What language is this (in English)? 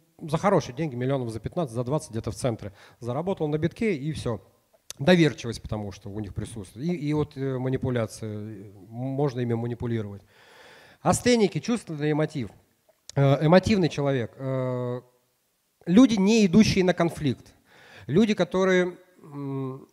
Russian